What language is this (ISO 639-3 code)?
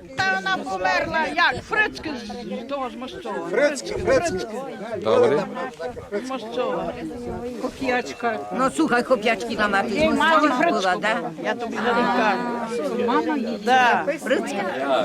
rue